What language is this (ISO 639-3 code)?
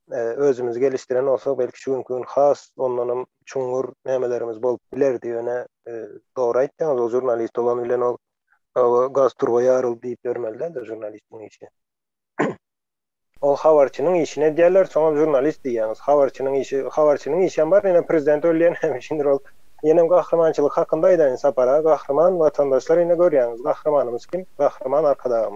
tuk